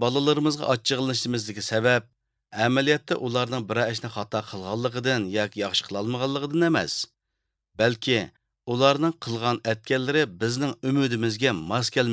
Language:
Uyghur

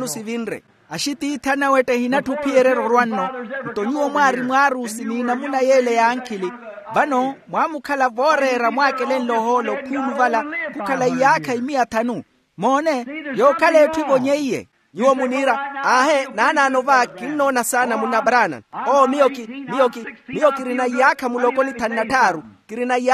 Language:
Makhuwa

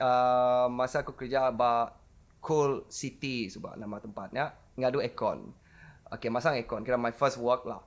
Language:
Iban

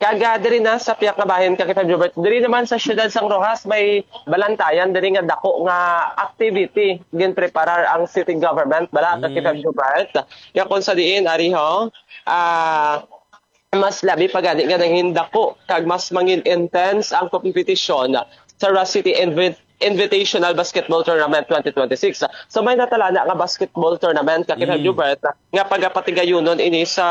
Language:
Hiligaynon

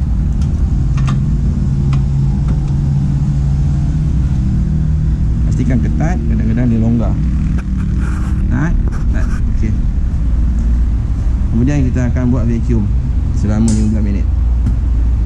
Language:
Malay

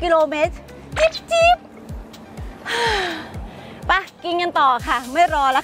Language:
Thai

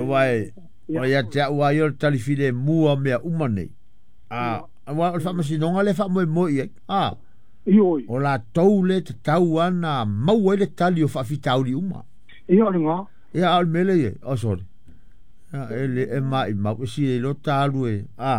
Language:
Samoan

